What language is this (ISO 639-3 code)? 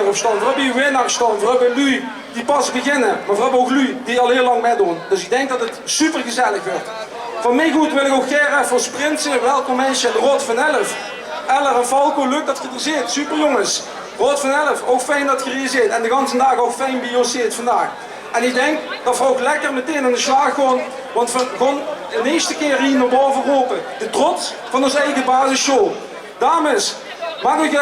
lim